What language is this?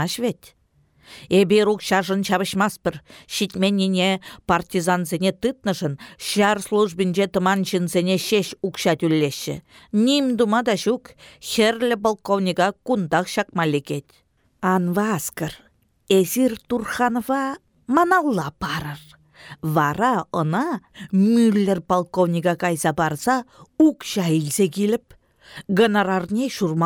Chuvash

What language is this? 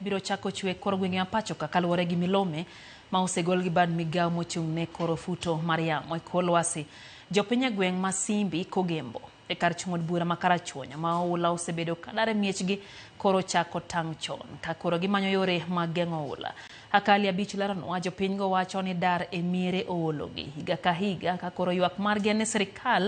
Luo (Kenya and Tanzania)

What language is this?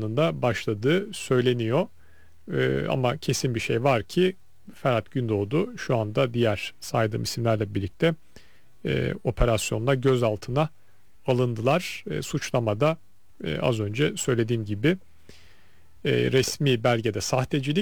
Turkish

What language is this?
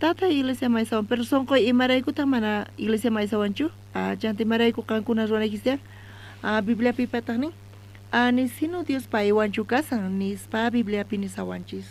South Bolivian Quechua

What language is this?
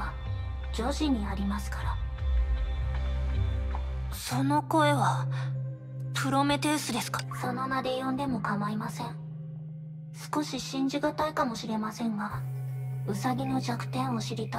Japanese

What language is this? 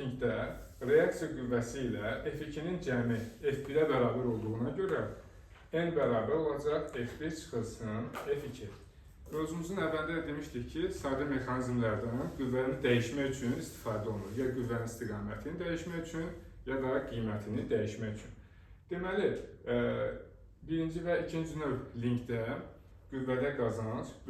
Azerbaijani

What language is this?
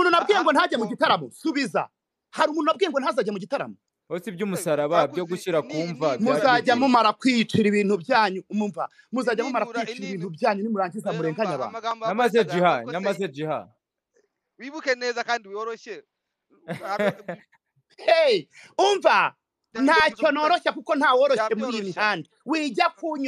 Kinyarwanda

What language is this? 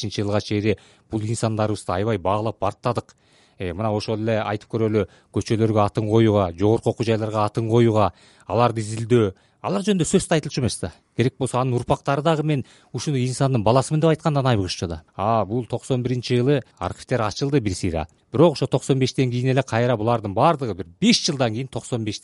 Kyrgyz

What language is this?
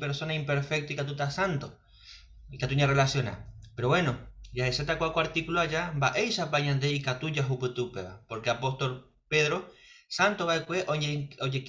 Guarani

